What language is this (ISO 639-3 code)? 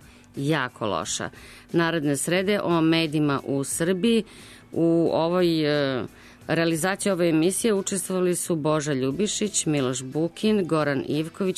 srp